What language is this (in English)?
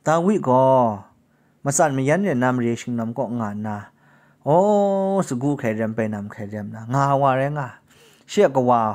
Kachin